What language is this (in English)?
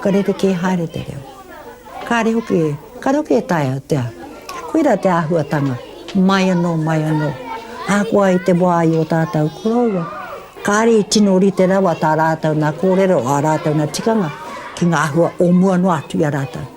Māori